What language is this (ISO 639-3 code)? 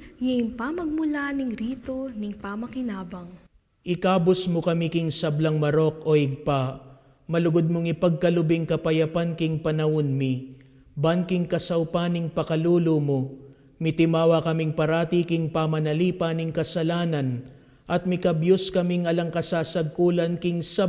pam